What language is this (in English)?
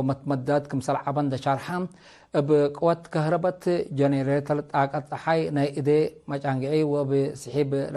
Tigre